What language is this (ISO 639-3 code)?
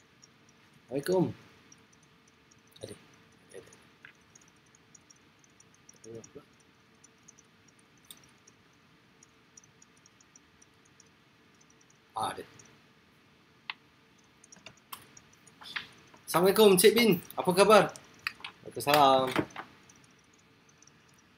msa